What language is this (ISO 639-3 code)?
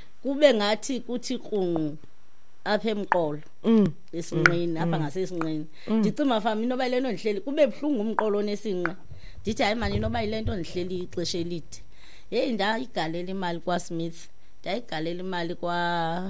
xho